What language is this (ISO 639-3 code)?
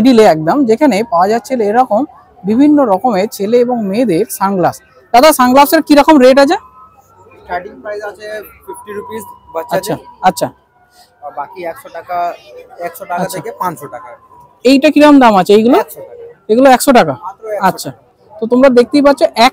ben